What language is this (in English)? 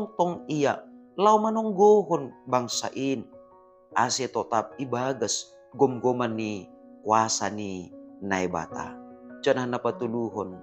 Batak Simalungun